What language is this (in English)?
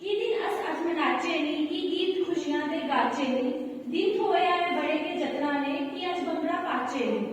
Dogri